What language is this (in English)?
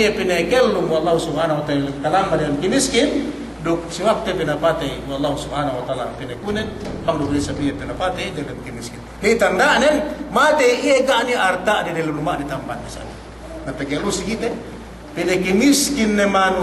Yakan